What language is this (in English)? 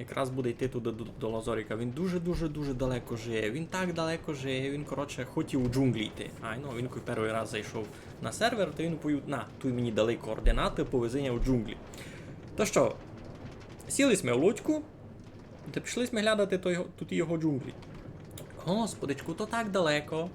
Rusyn